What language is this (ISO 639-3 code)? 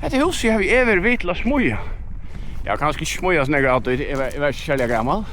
fao